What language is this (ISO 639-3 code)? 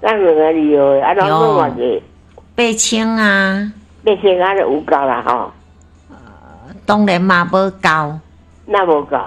nan